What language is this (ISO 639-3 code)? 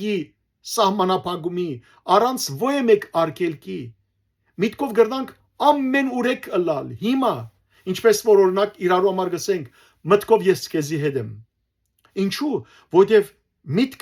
hyw